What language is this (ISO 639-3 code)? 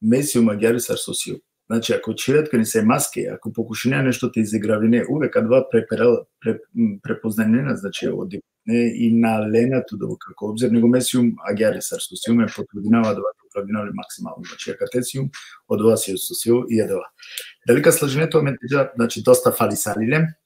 rmn